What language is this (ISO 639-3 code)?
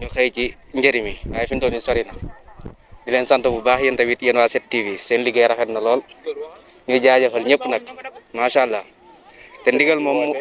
wol